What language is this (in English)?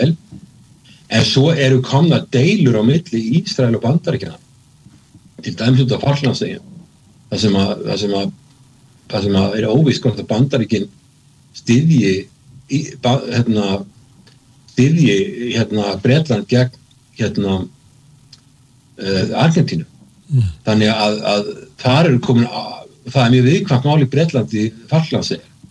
Icelandic